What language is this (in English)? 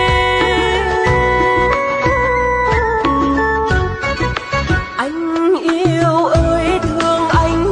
Vietnamese